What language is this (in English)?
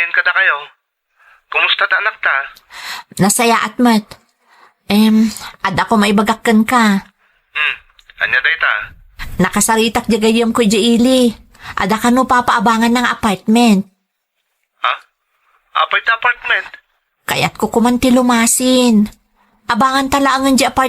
Iloko